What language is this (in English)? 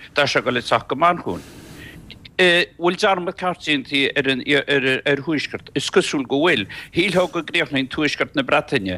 Irish